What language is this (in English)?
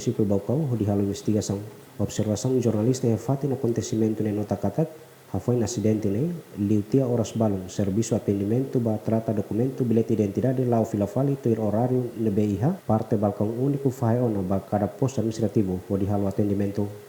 Tetum